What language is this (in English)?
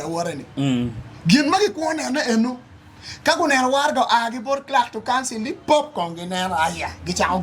Acoli